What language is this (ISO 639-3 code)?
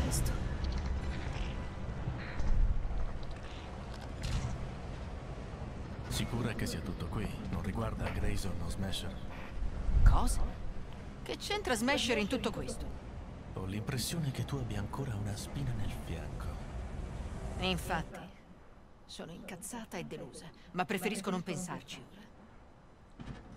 ita